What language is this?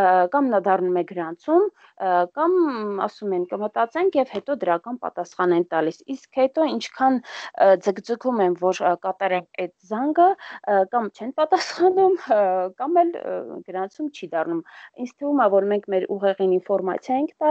Armenian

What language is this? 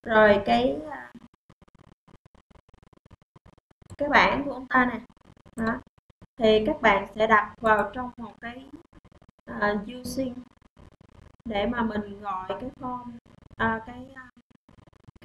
Vietnamese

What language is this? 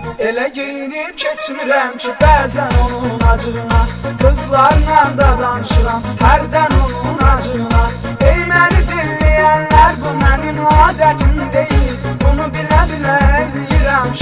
Azerbaijani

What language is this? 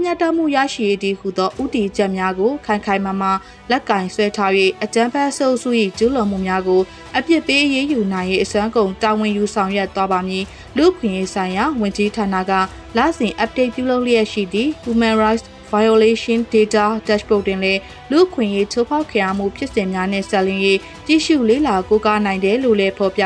Burmese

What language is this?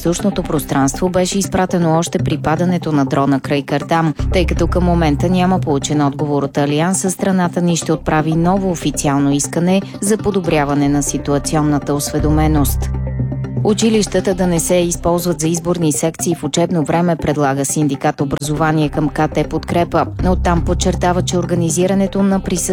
Bulgarian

